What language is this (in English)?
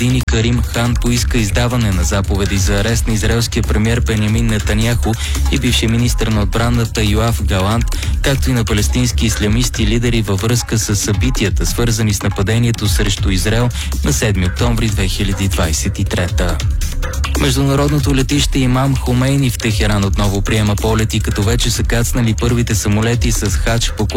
Bulgarian